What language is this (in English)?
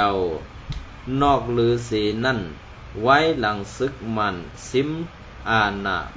Shan